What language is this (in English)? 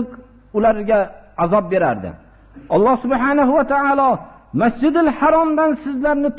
Uzbek